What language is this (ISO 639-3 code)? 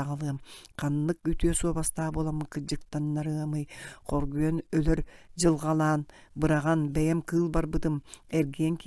sah